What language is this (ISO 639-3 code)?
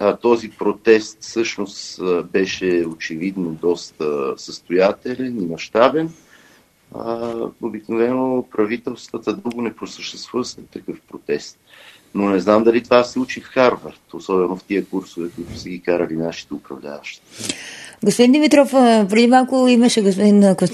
bul